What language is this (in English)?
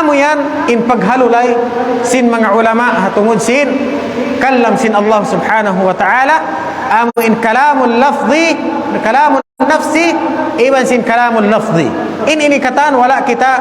Tausug